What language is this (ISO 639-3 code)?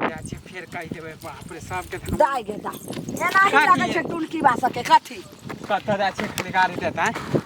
mai